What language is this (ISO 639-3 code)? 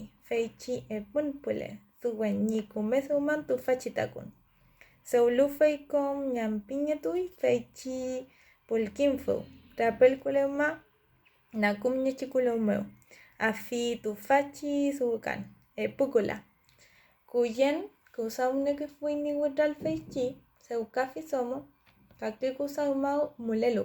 arn